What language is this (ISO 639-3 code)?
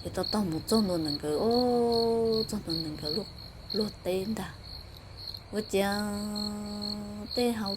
hmn